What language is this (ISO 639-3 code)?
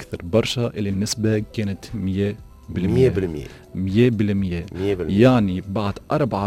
aeb